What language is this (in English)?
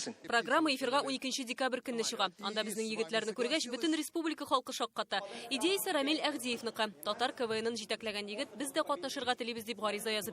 Tatar